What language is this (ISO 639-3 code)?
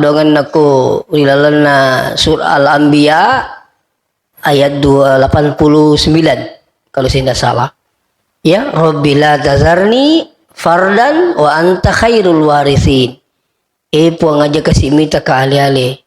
bug